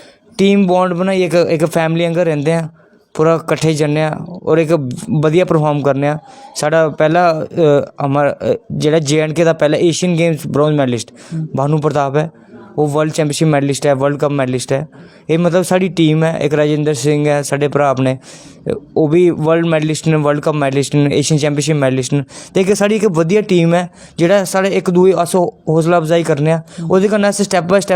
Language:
Dogri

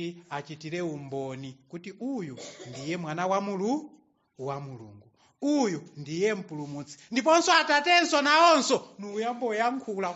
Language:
Nyanja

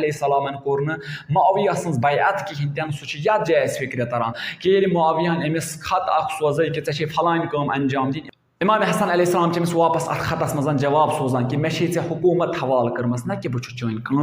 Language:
Kashmiri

